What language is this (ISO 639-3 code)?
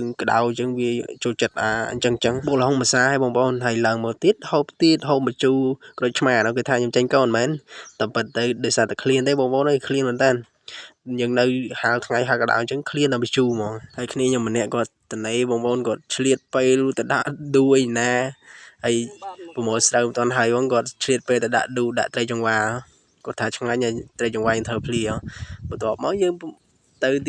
khm